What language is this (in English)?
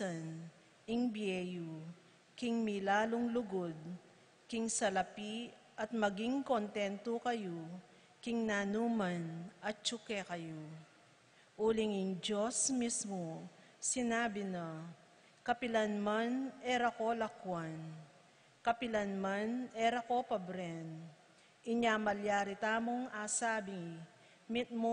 Pampanga